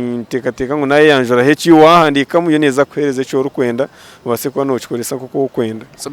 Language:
Nyankole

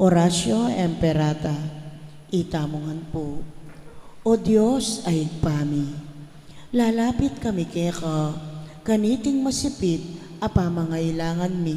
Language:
Pampanga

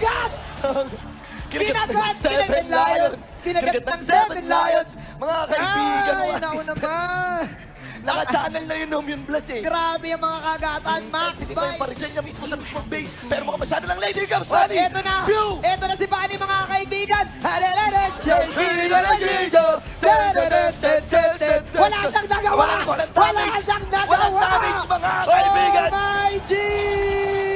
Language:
Filipino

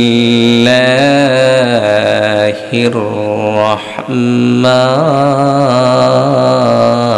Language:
Bangla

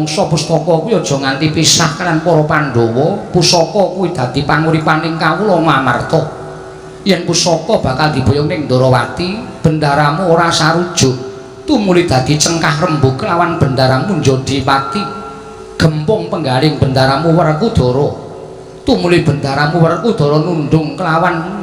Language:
Javanese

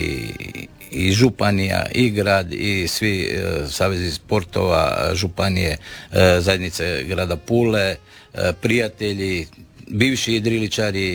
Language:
Croatian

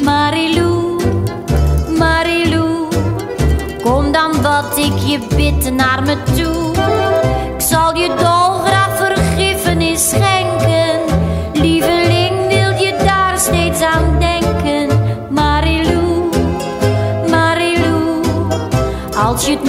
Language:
Dutch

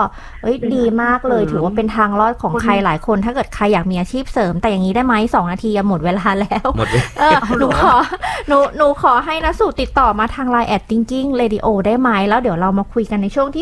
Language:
Thai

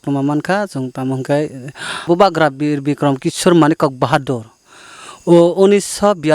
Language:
Kok Borok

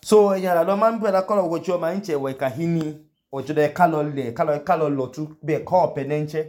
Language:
Idoma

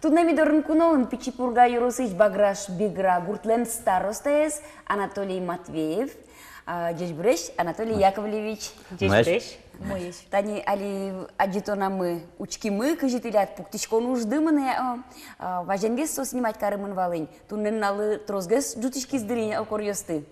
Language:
Udmurt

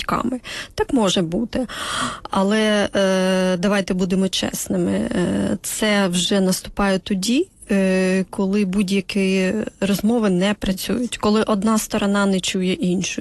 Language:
Ukrainian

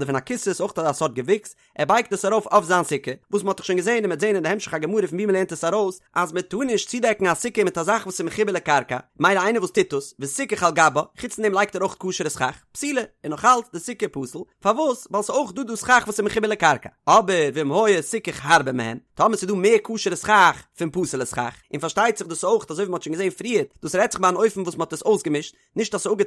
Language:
Yiddish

